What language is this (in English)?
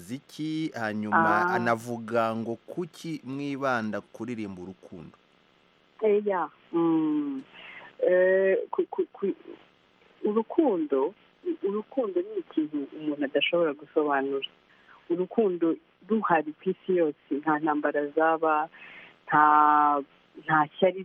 Kinyarwanda